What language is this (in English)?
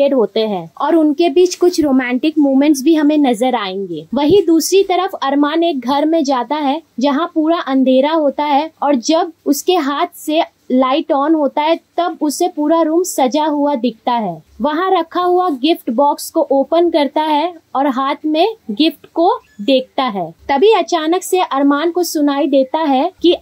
Hindi